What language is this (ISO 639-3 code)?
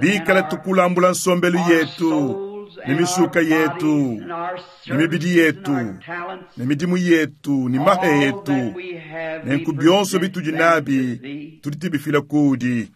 lua